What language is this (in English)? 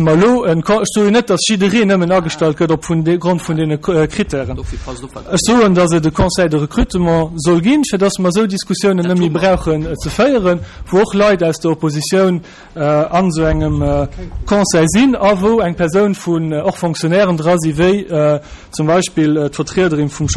Luxembourgish